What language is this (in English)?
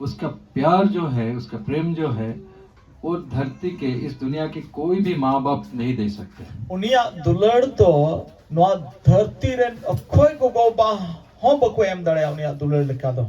Santali